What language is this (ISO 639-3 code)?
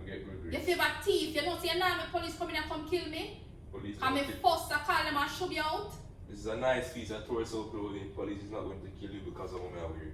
jam